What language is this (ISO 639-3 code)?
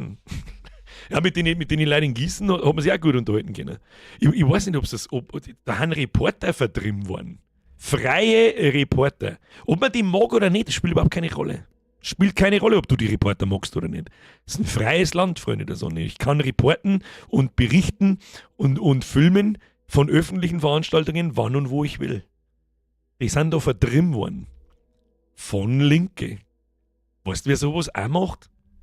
bar